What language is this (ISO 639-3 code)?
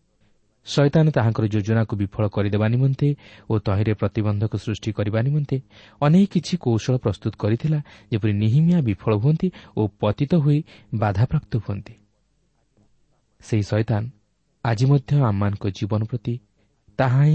ori